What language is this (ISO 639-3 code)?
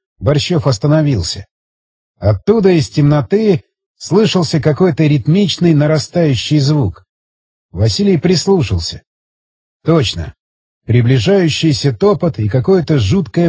rus